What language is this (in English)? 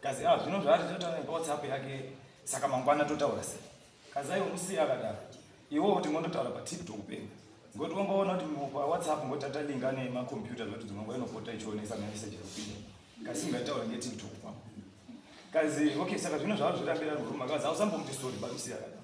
Shona